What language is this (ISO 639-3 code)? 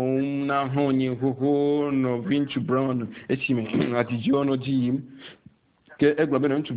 ewe